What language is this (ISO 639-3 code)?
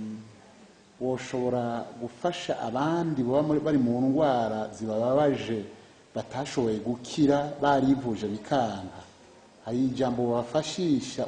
run